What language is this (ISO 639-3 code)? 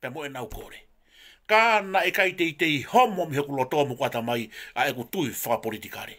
ton